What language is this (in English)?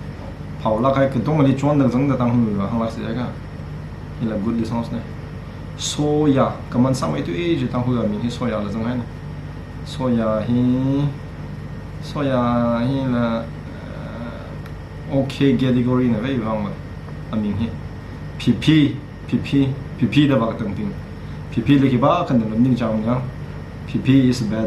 Tangkhul Naga (India)